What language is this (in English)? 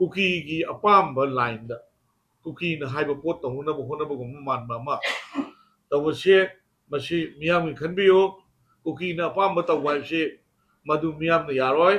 Manipuri